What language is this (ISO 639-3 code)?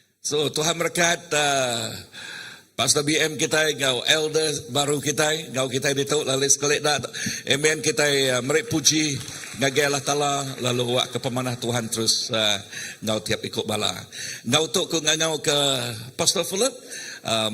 iba